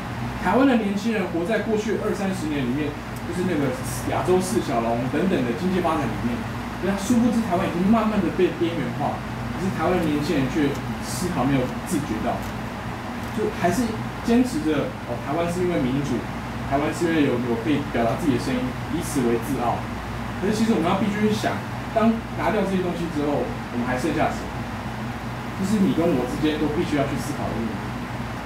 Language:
Chinese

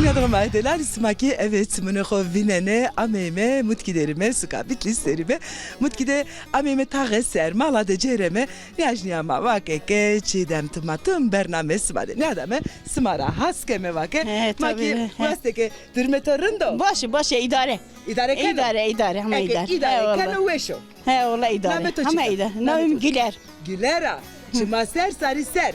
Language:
Zaza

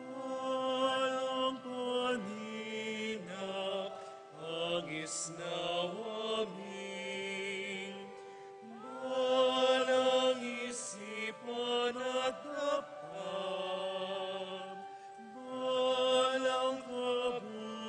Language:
Pampanga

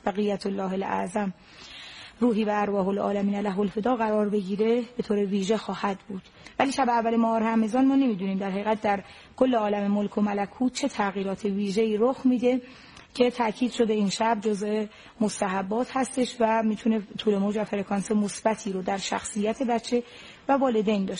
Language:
Persian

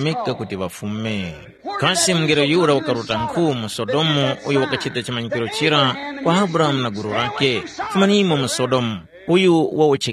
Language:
Tumbuka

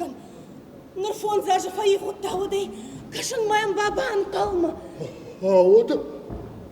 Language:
Ossetic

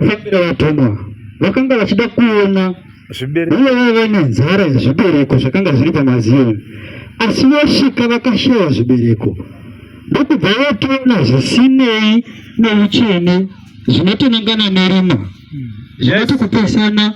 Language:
Shona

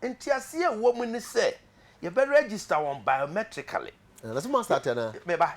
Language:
Akan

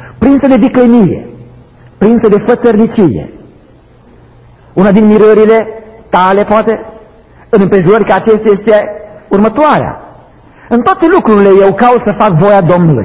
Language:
Romanian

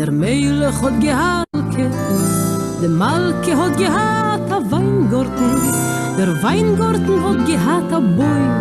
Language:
Yiddish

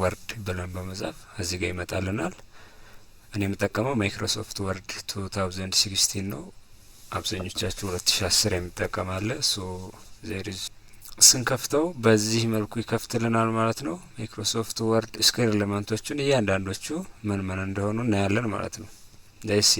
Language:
Amharic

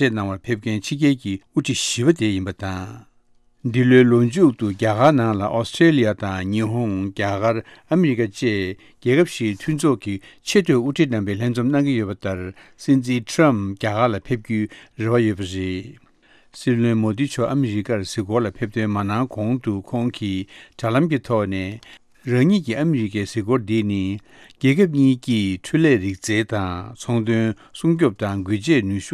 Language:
Tibetan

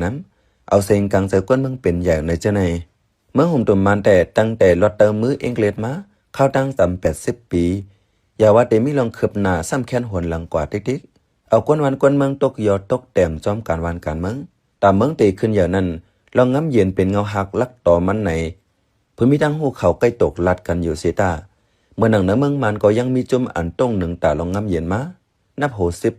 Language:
Shan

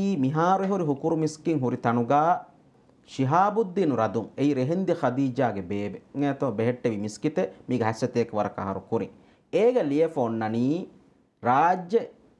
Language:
Divehi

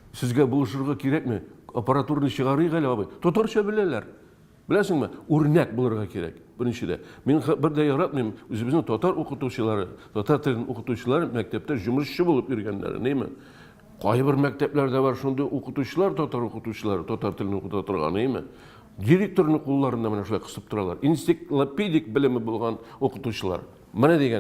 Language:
Tatar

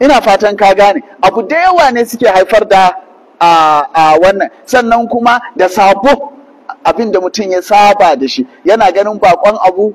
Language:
Hausa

